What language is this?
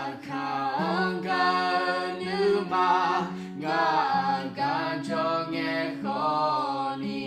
Akha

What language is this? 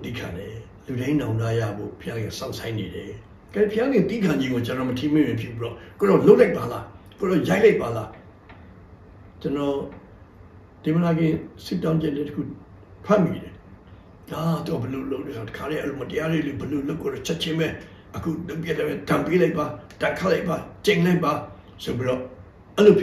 Burmese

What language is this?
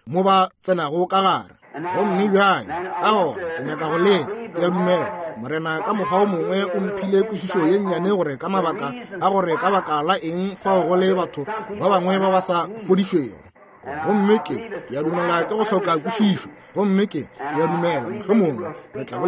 Northern Sotho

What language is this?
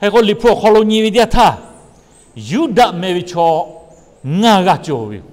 Lahu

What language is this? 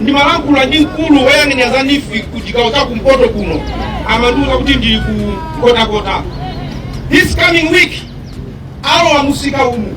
Nyanja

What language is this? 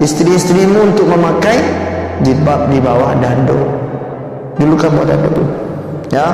Minangkabau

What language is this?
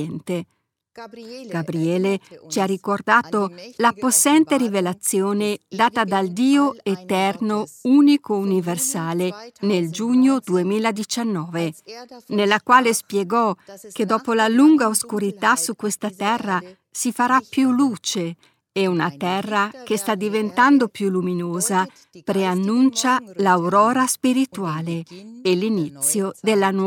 Italian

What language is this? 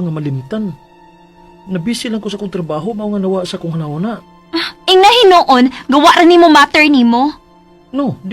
Cebuano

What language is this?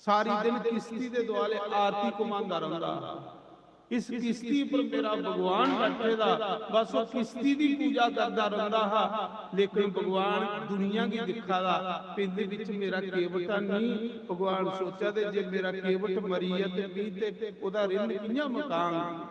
Dogri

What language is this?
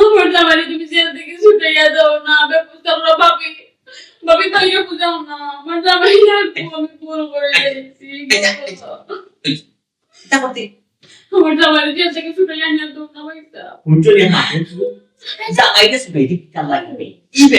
Sylheti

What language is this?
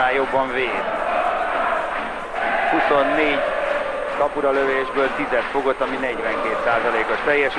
Hungarian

